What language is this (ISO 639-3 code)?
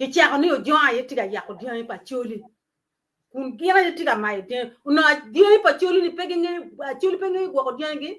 ach